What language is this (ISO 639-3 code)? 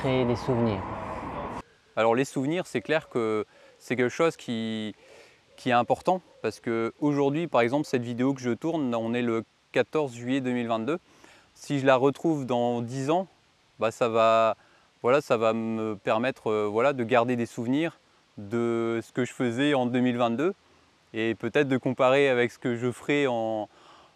fra